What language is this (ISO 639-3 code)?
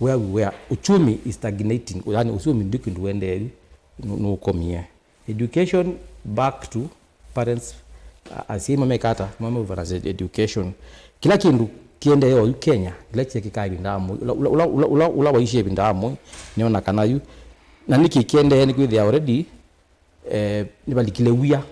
kam